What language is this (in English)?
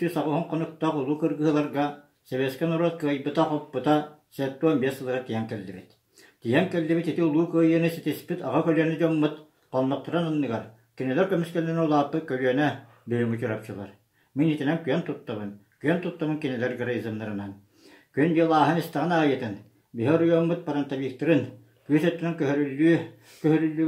Yakut